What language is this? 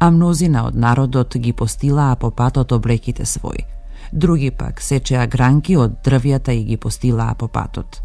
Macedonian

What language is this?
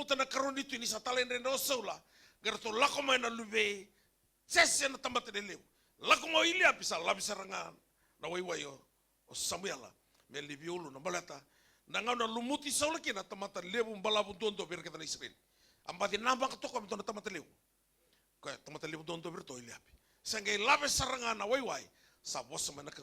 Fijian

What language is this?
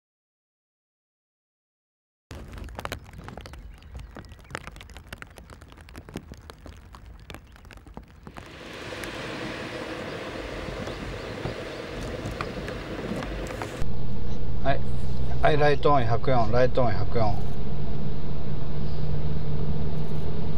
Japanese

